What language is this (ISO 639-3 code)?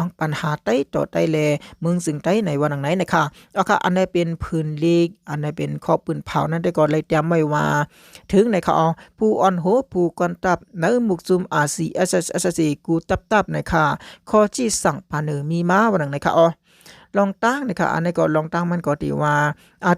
shn